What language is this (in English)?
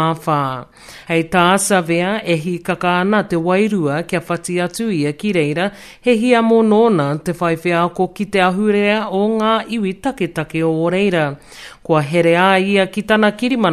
Māori